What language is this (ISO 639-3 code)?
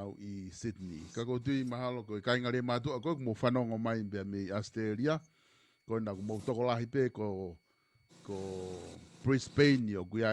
ton